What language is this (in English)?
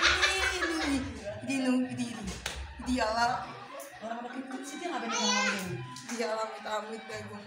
Betawi